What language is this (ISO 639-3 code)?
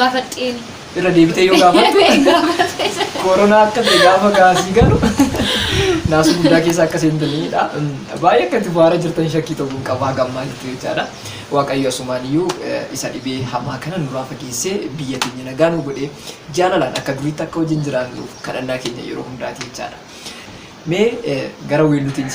orm